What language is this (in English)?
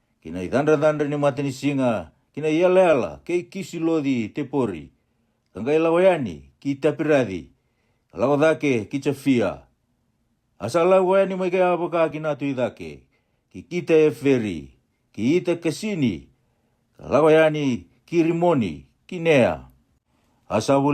Fijian